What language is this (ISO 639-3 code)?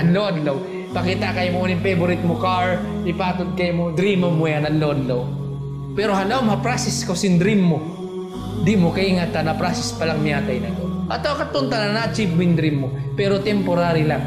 tsg